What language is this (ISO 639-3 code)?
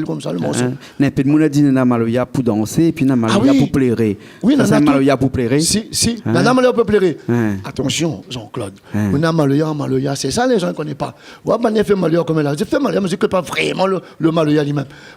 rcf